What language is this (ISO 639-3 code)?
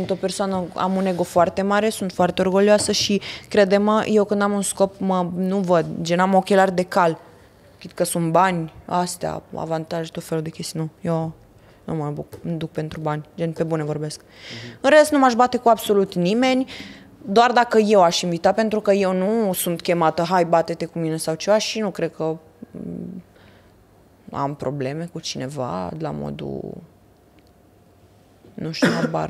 ron